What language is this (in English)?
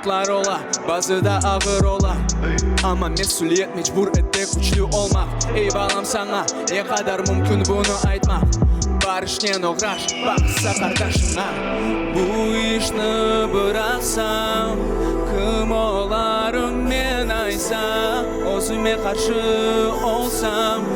Crimean Tatar